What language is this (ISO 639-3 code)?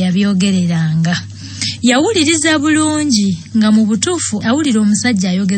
lug